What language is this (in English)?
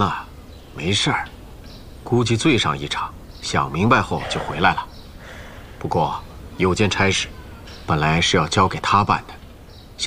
Chinese